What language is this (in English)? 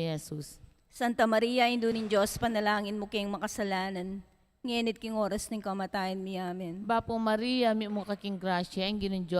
Pampanga